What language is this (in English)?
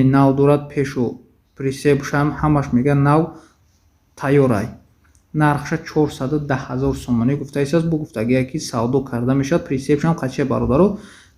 Tajik